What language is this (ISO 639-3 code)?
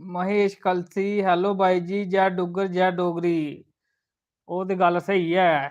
doi